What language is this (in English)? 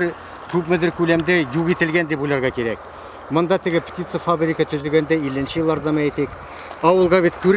Tatar